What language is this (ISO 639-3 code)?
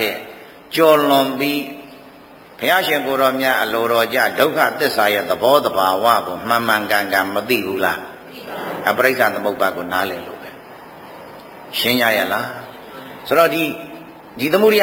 mya